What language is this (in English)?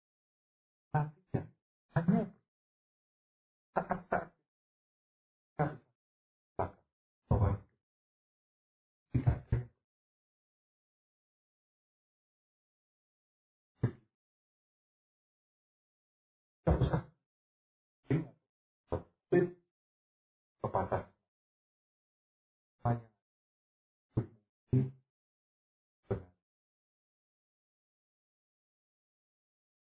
Indonesian